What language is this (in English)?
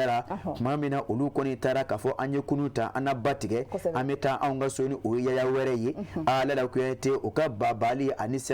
Bambara